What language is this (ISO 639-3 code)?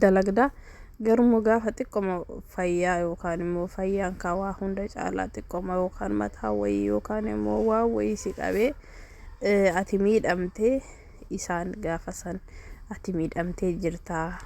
orm